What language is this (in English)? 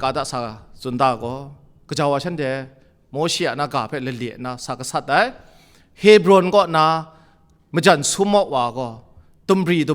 Kachin